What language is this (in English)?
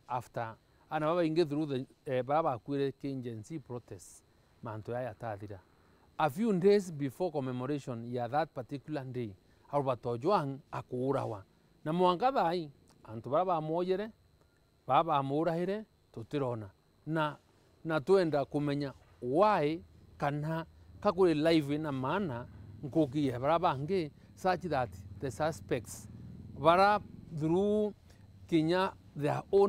Meru